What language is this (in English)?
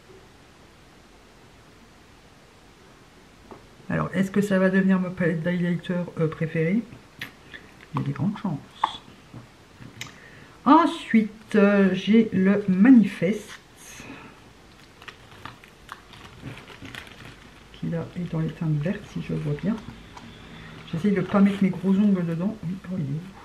French